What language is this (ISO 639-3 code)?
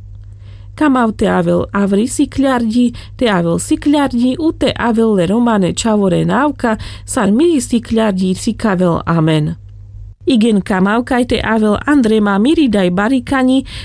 rmc